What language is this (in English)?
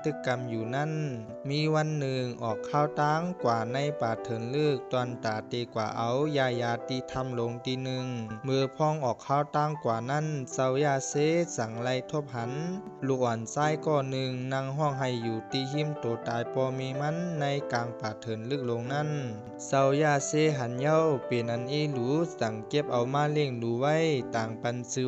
Shan